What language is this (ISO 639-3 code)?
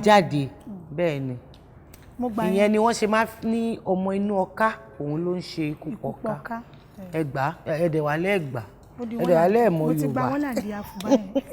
yor